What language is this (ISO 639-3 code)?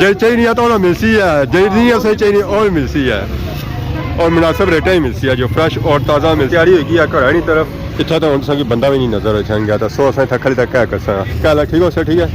phr